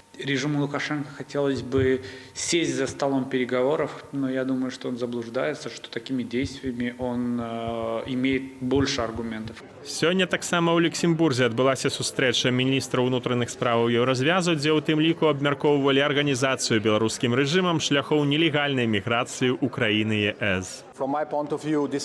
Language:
Belarusian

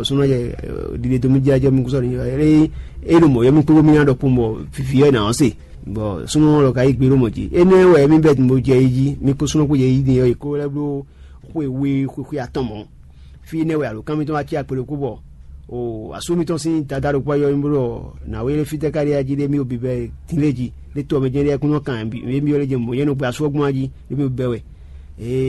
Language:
Fon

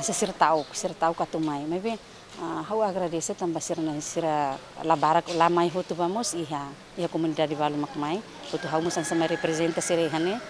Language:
Tetum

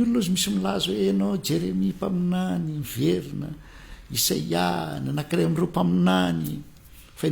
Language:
Malagasy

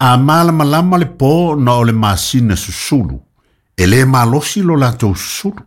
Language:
Samoan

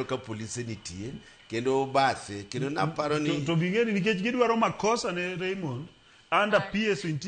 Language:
Luo (Kenya and Tanzania)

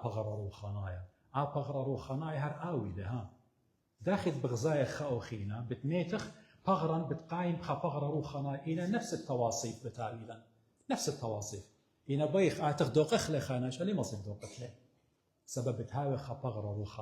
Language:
Assyrian Neo-Aramaic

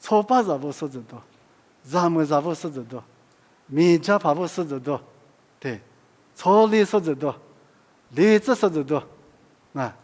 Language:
Lisu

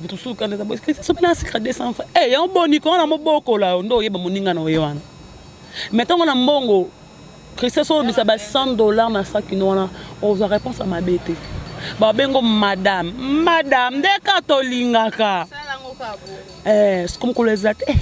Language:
Lingala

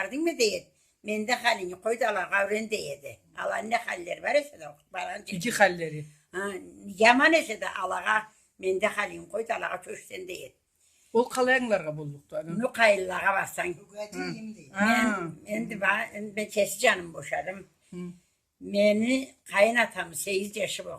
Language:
Karachay-Balkar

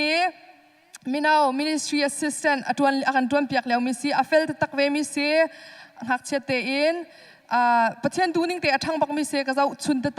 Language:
Hakha Chin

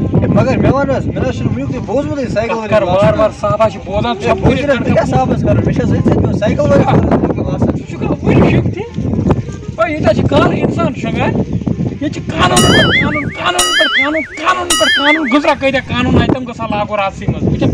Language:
Kashmiri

